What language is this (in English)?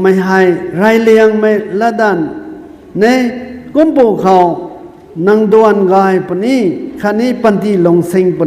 Rongmei Naga